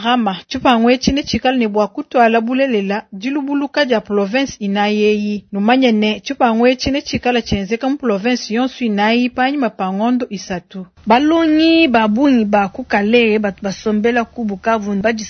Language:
Luba-Lulua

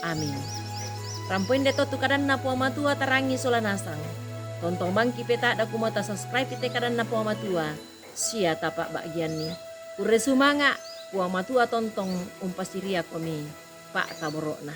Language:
Toraja-Sa'dan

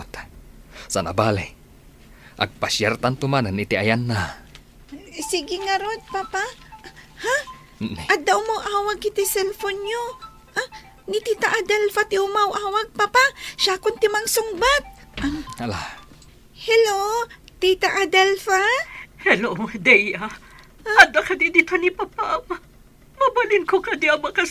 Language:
Iloko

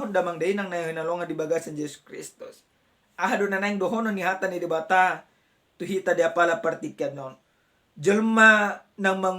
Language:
Batak Toba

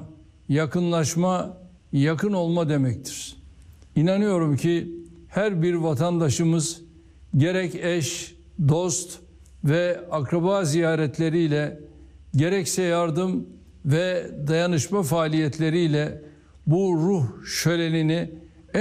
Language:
Turkish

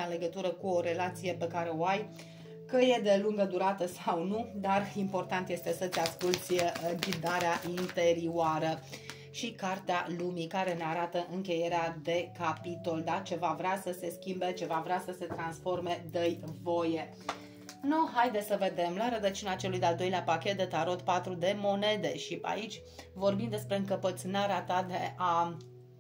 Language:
Romanian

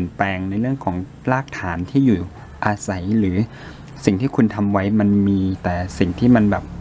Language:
Thai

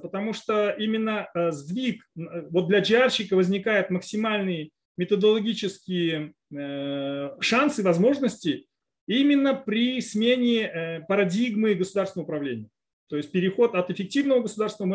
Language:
Russian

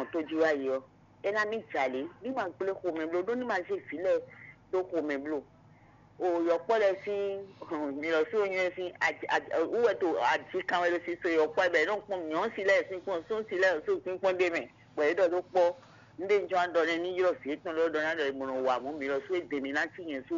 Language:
Fon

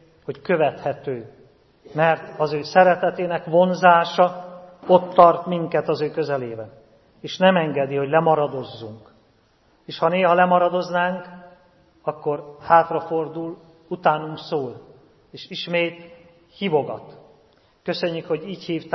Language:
Hungarian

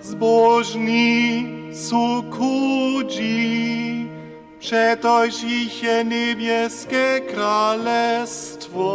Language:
Upper Sorbian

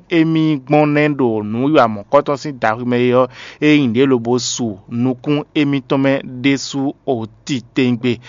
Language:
Fon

